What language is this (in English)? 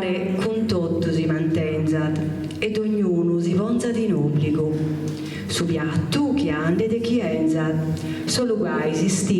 Sardinian